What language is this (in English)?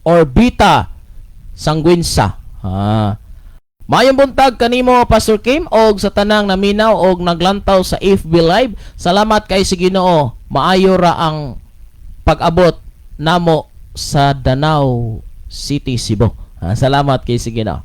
Cebuano